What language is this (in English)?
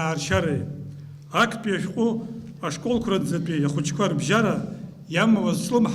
Abkhazian